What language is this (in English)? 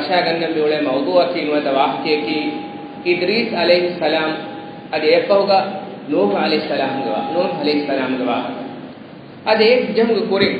Divehi